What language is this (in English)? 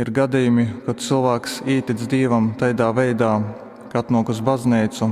Latgalian